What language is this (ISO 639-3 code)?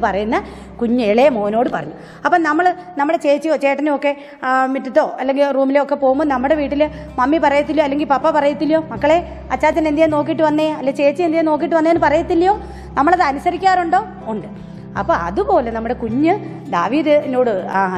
mal